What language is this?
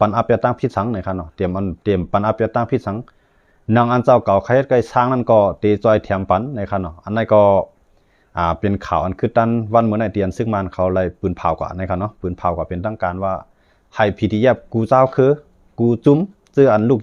Shan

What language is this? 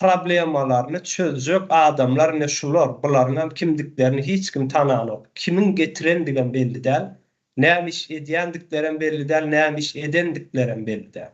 Turkmen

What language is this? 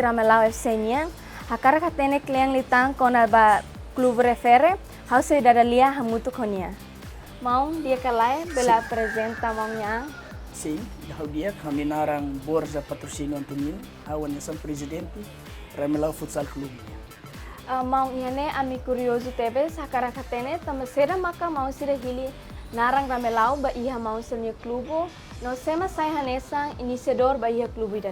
Tetum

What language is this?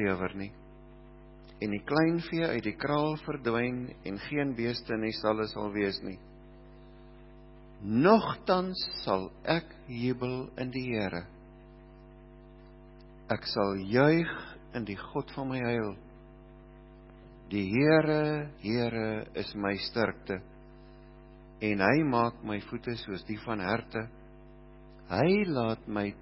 Afrikaans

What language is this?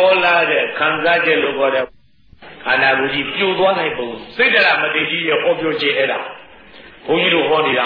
Burmese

